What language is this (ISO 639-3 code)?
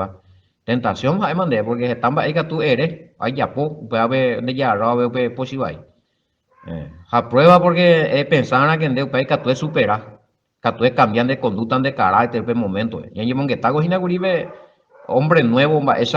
grn